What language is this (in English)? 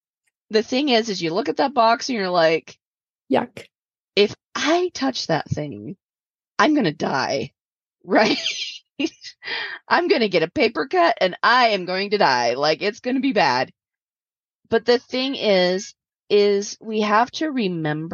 English